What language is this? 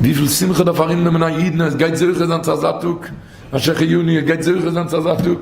Yiddish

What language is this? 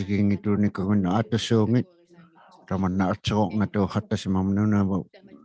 Inuktitut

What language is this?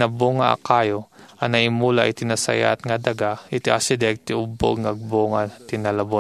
Iloko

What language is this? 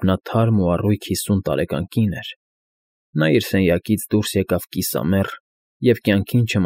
Armenian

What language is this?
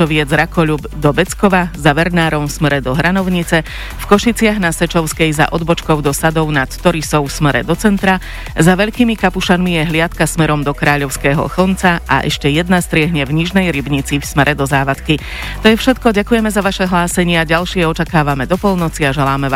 Slovak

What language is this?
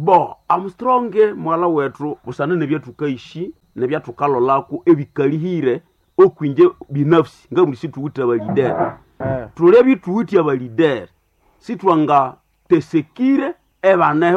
Nande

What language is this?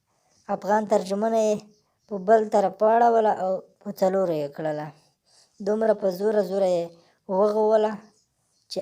Pashto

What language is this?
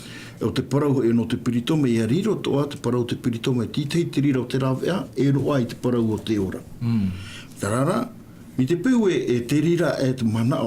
Tahitian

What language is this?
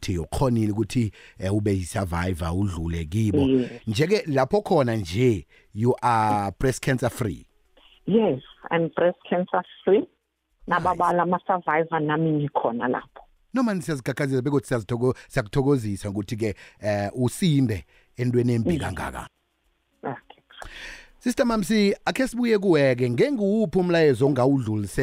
South Ndebele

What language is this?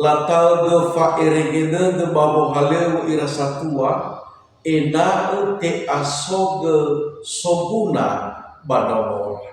Nias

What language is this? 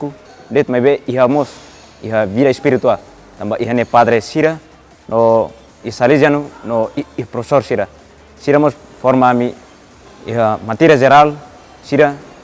Tetum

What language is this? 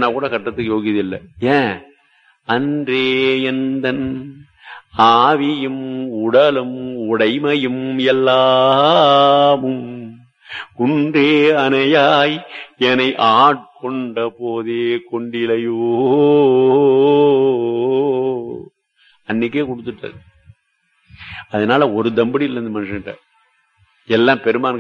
Tamil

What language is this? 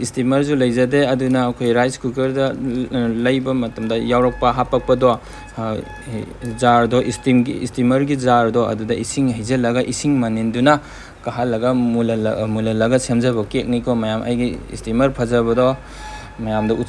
Manipuri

